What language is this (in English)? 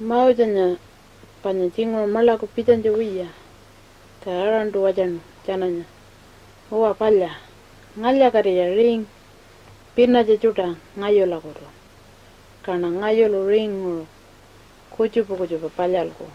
Pitjantjatjara